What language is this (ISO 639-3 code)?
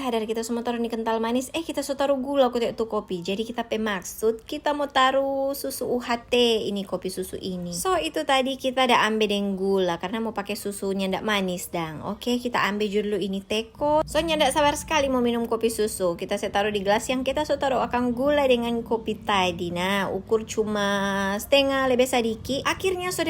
xmm